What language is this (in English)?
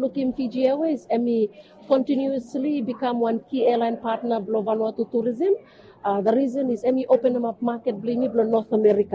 Bislama